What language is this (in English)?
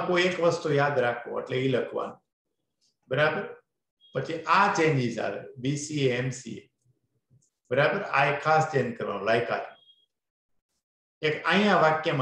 Gujarati